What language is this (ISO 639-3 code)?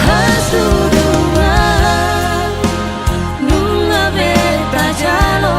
bbc